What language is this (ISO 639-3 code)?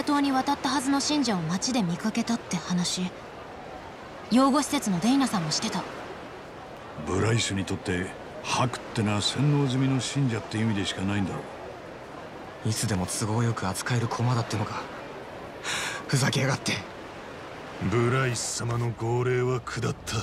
jpn